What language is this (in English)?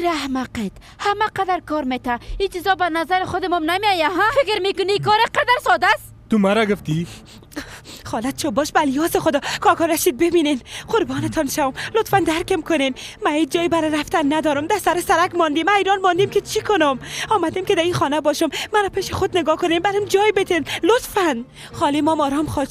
Persian